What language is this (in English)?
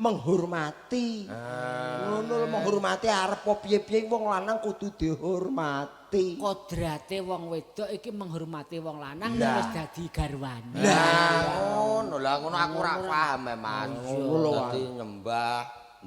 Javanese